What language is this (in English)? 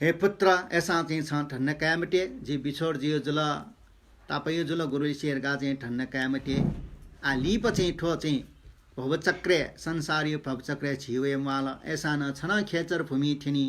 Newari